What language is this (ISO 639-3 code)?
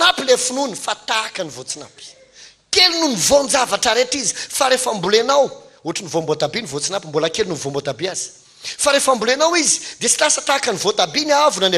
mlg